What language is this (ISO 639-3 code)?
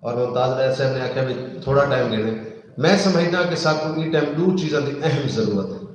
skr